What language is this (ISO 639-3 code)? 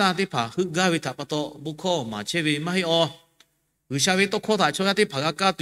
lhu